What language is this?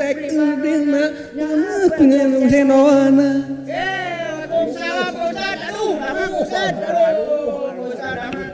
Sundanese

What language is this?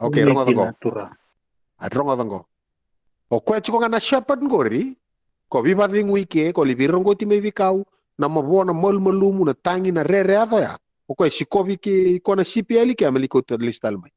Fijian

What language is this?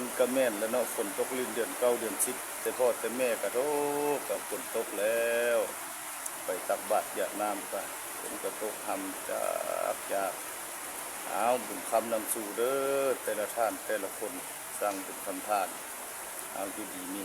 Lao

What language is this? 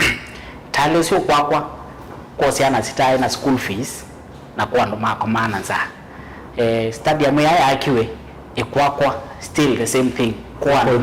Kamba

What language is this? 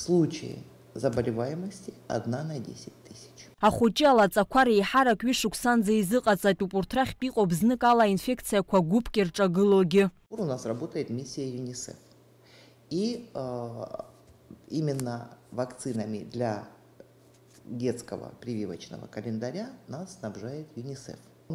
Abkhazian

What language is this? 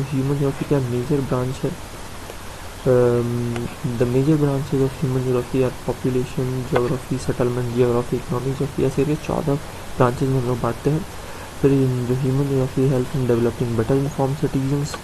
Hindi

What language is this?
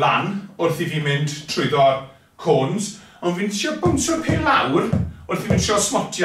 Welsh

